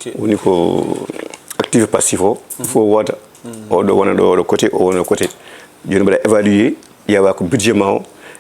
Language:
Fula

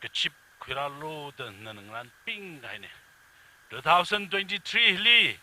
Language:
Tangkhul Naga (India)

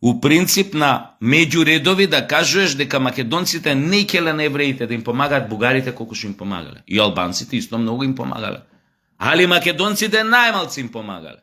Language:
Macedonian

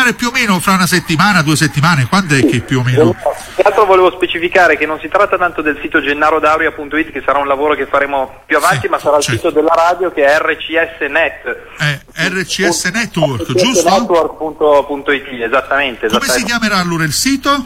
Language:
Italian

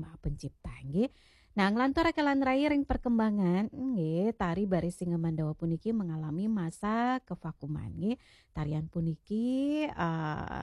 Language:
Balinese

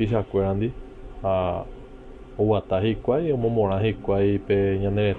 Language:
Guarani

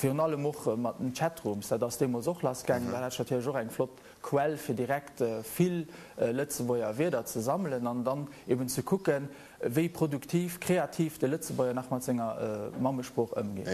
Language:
Luxembourgish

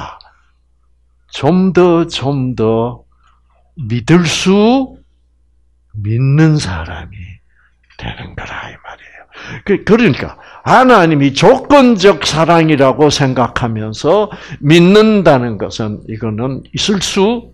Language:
Korean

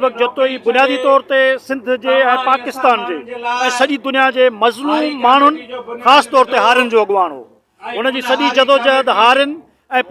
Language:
Sindhi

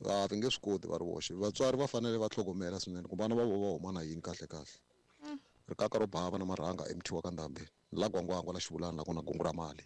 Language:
Tsonga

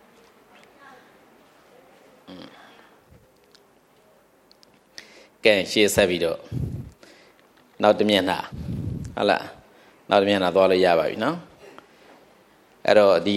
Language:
Burmese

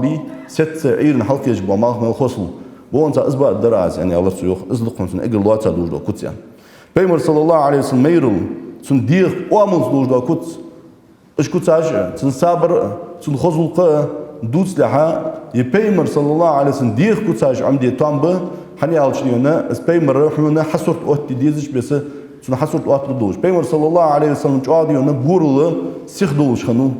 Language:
Ingush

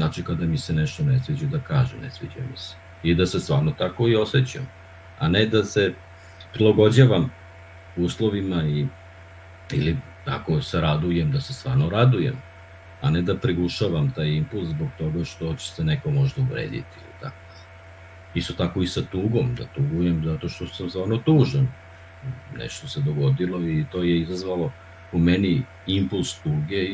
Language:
Serbian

